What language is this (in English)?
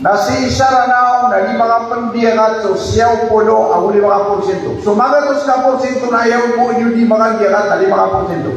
Maranao